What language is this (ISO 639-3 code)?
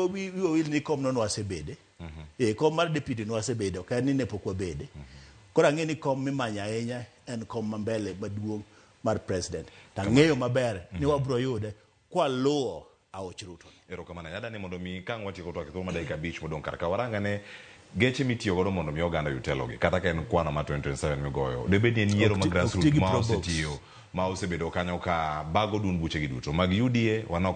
luo